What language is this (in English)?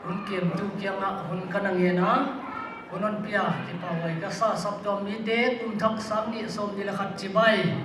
Paite Chin